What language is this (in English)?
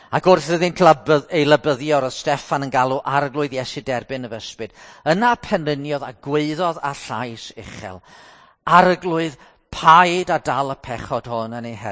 Welsh